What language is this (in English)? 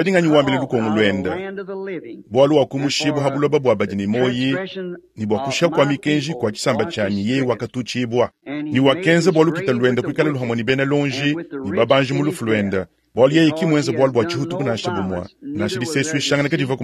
Luba-Lulua